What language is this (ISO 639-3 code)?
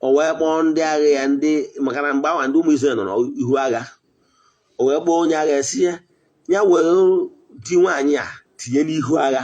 ibo